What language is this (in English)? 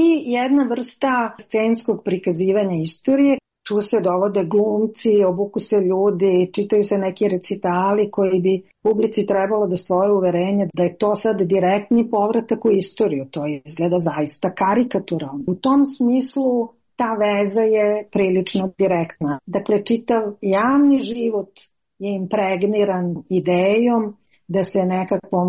Serbian